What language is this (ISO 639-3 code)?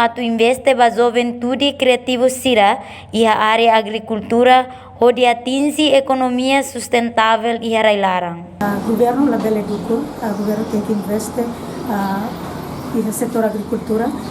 tet